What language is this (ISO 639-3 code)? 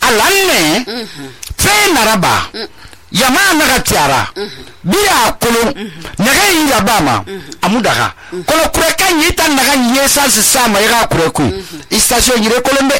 sus